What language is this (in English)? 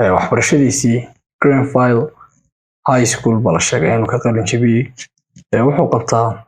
Somali